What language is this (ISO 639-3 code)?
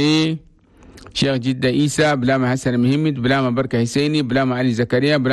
shu